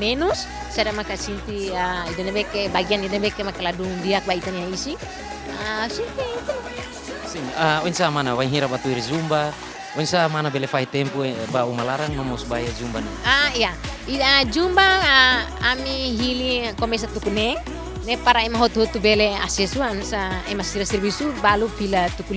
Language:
Tetum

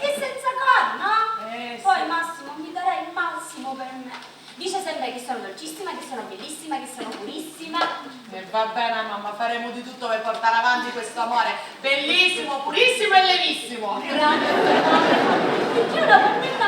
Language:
Sicilian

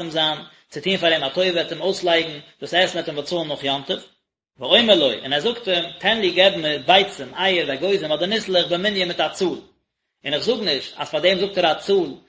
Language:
Yiddish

